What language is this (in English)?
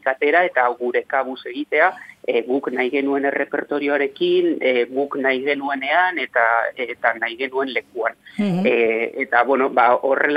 Basque